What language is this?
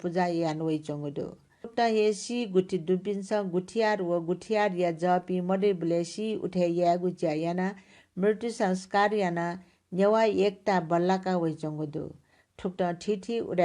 Newari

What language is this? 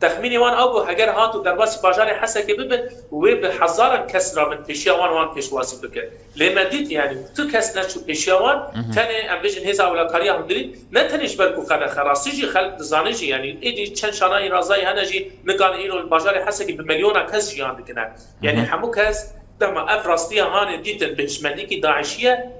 Kurdish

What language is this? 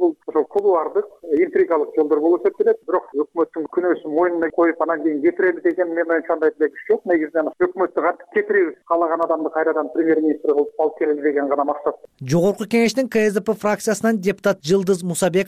Kyrgyz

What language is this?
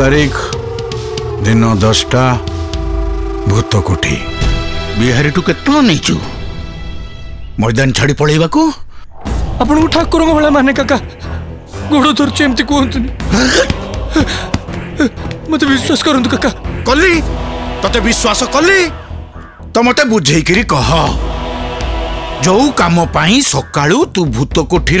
Odia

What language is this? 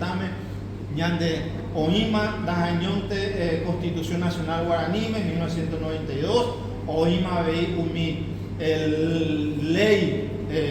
Guarani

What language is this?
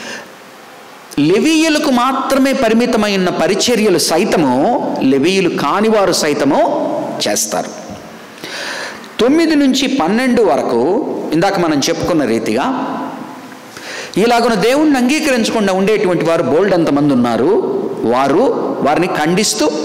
Telugu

